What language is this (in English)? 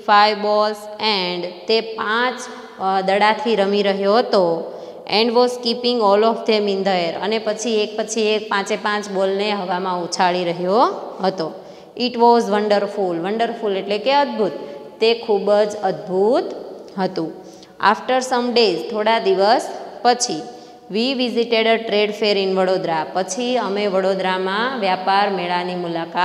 Gujarati